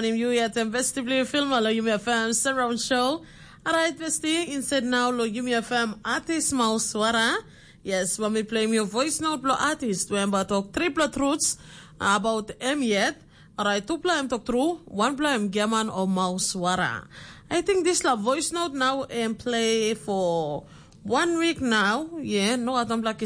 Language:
Tok Pisin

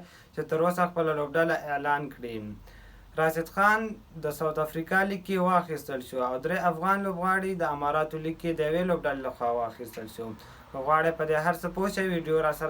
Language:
Pashto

